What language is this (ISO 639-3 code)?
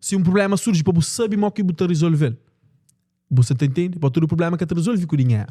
kea